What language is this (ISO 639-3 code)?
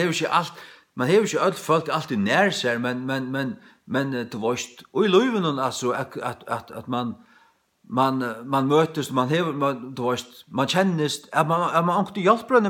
fao